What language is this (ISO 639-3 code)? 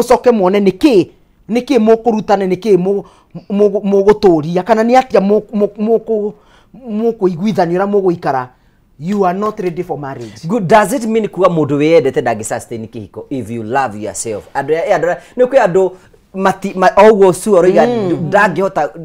kik